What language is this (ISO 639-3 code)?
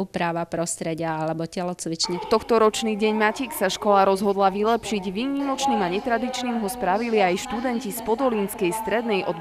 slk